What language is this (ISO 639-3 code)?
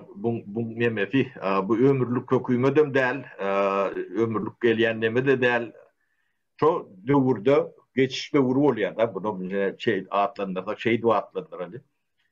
tuk